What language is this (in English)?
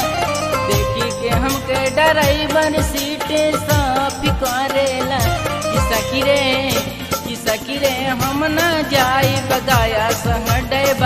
Bhojpuri